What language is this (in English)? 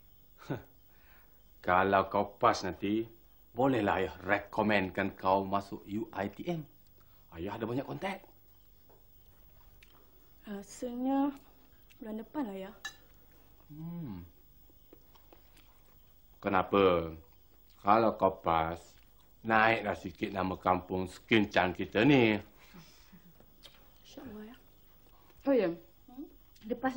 Malay